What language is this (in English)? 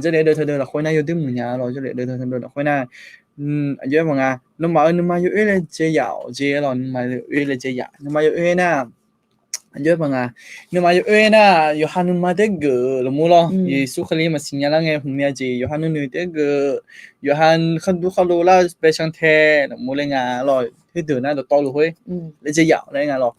Akha